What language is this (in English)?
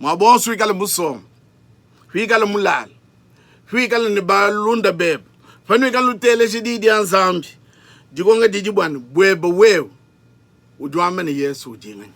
Luba-Lulua